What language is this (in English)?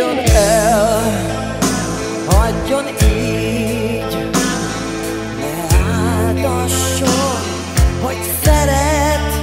Hungarian